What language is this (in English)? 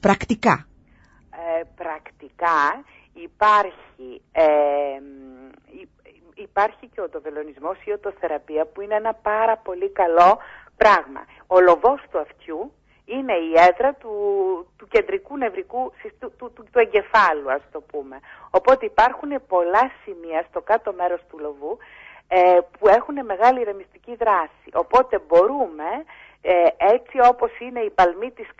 Greek